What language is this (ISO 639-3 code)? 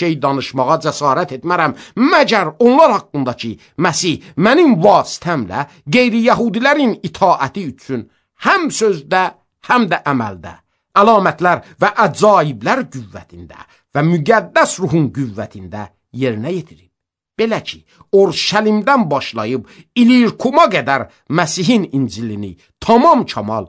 aze